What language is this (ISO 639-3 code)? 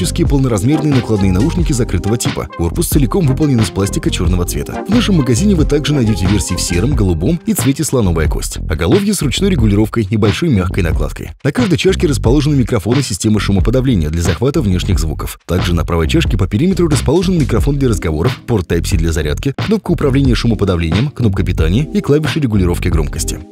rus